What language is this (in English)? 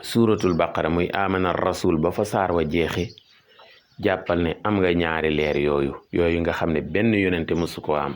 Wolof